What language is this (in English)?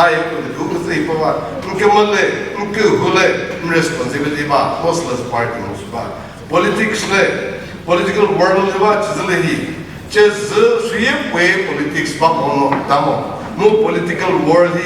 Chokri Naga